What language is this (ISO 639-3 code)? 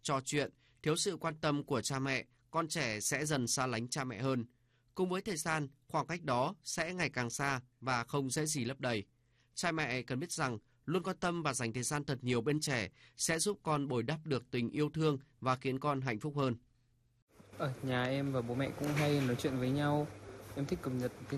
vie